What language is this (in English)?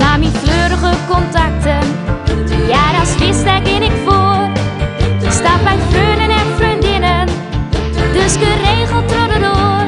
Western Frisian